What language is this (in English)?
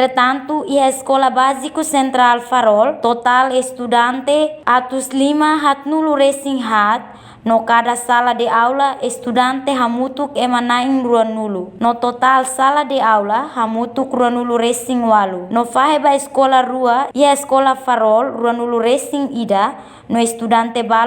Tetum